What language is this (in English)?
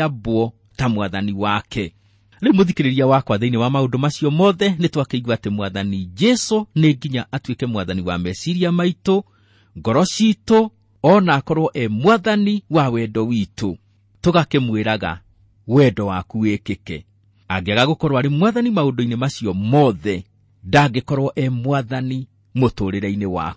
Kikuyu